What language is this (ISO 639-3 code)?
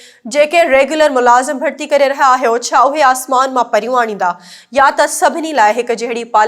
snd